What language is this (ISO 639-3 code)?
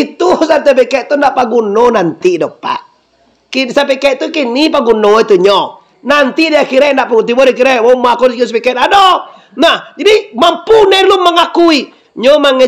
min